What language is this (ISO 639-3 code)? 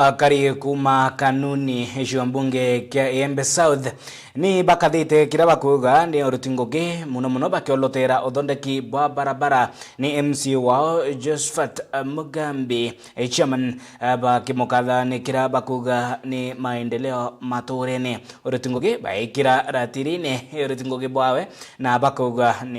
mer